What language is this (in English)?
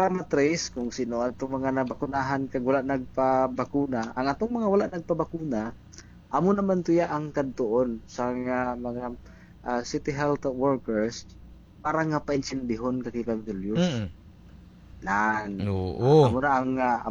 Hiligaynon